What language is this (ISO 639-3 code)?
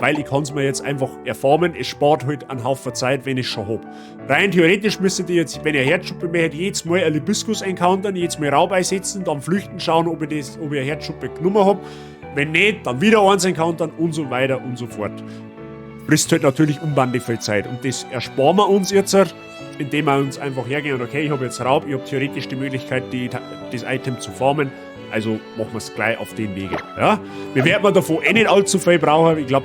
bar